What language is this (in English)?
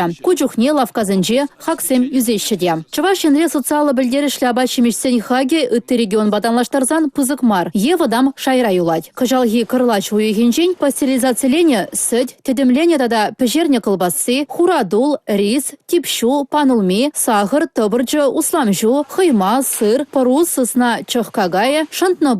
Chuvash